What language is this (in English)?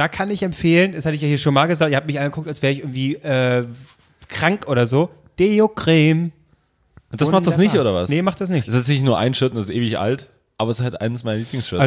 German